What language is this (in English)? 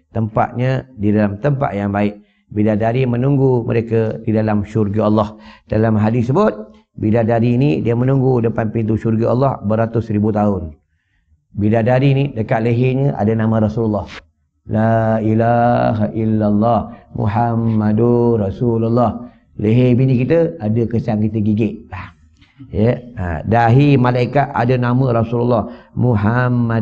Malay